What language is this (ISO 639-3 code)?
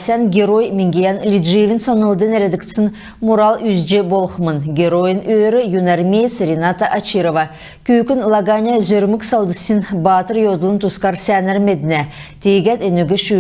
xal